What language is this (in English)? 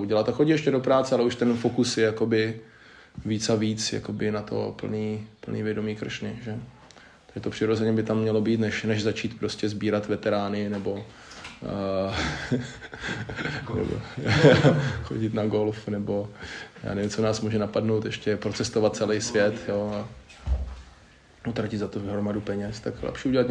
Czech